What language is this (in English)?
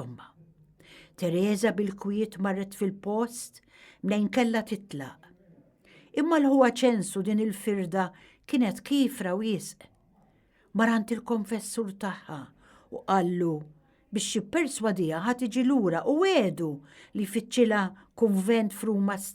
Maltese